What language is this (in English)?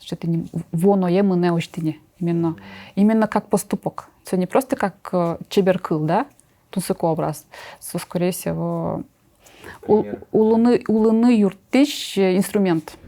Udmurt